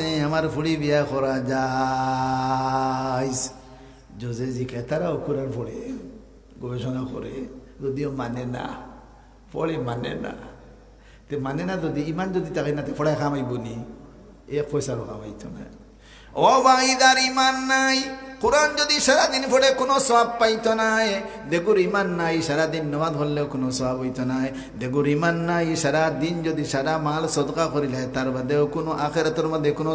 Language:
Sylheti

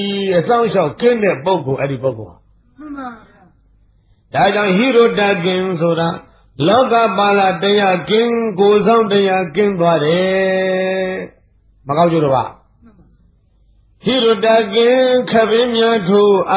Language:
Burmese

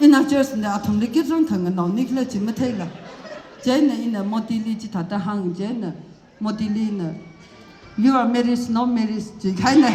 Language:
Tangkhul Naga (India)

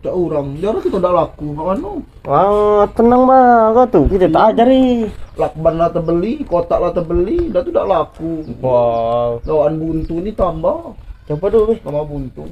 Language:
Musi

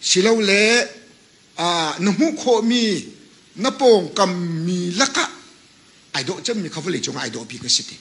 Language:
Hakha Chin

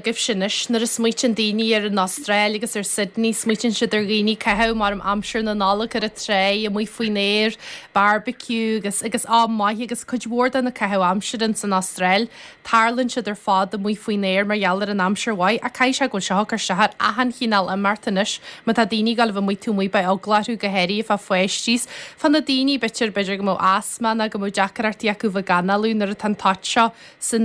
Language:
Irish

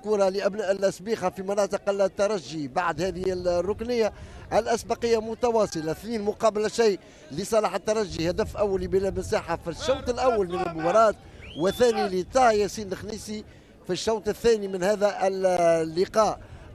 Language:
Tunisian Arabic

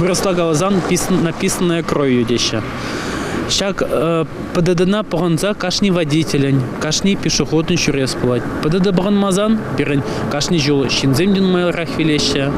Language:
Chuvash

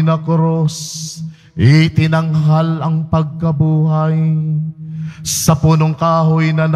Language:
Filipino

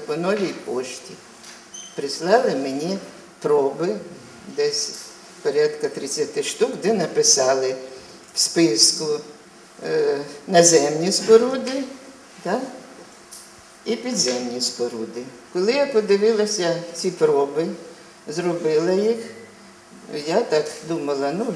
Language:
Ukrainian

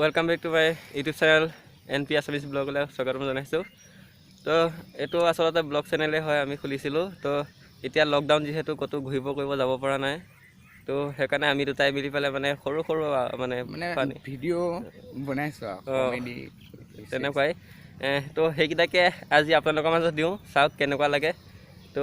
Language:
Assamese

